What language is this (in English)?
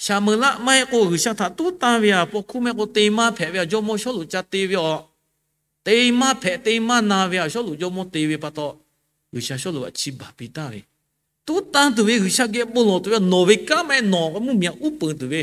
Lahu